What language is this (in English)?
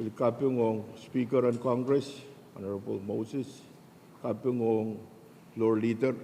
Pohnpeian